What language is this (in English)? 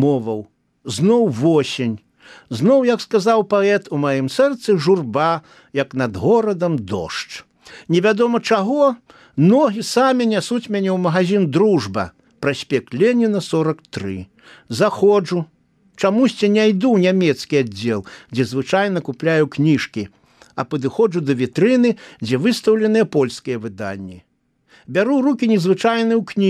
Belarusian